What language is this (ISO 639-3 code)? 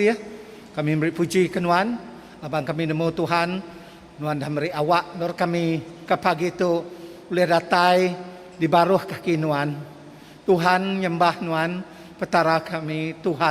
iba